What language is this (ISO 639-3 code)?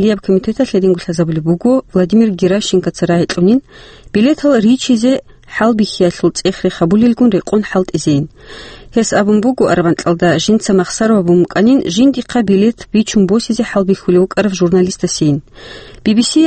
ava